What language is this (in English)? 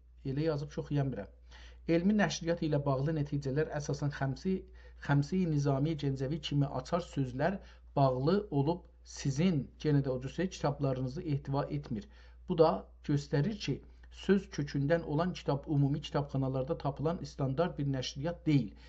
South Azerbaijani